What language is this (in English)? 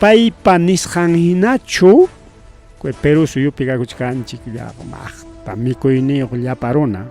Ayacucho Quechua